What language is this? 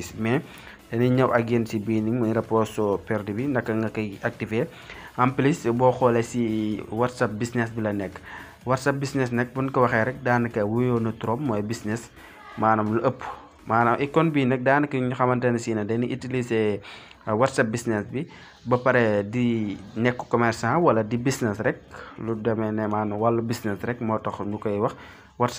Wolof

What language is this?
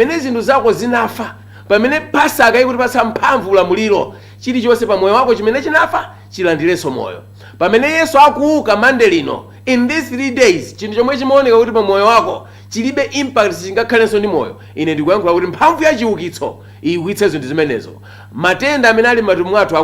Nyanja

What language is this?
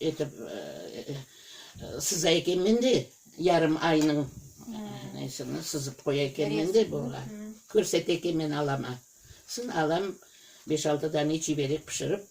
Crimean Tatar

